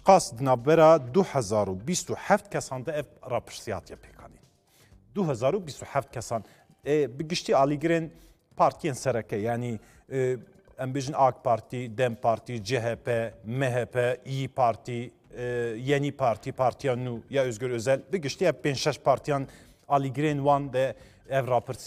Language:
Kurdish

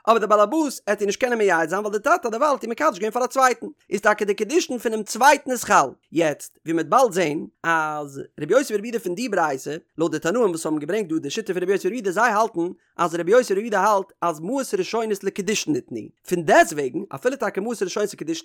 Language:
Yiddish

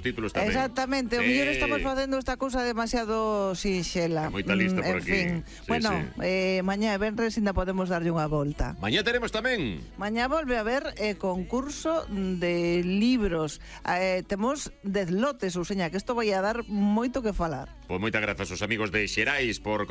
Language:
Galician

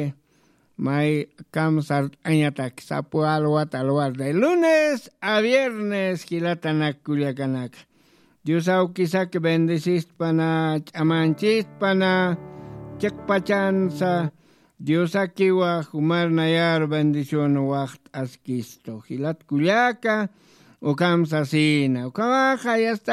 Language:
Aymara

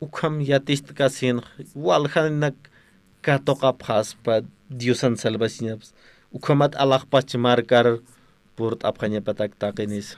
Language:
Aymara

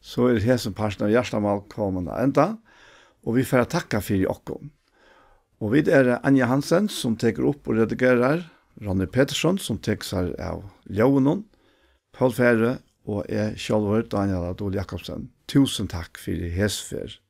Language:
Faroese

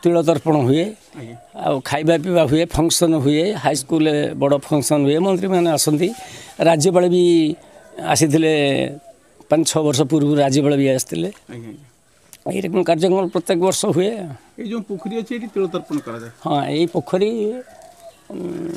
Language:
Odia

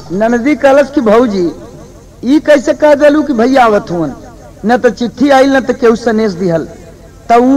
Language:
Bhojpuri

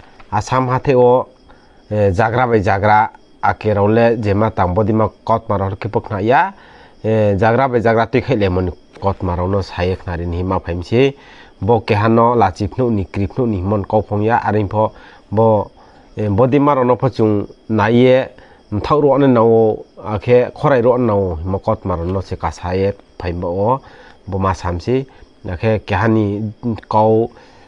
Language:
Riang (India)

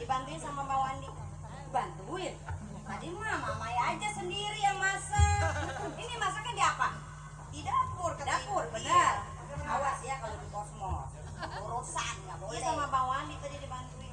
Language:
Betawi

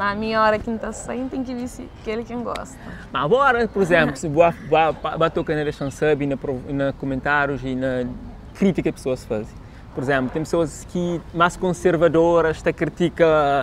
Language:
Kabuverdianu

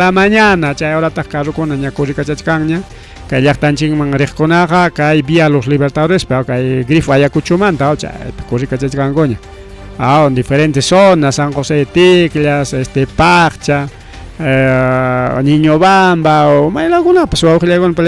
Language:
Ayacucho Quechua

